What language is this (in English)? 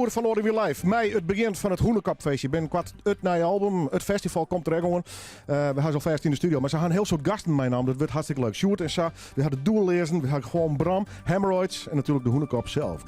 Western Frisian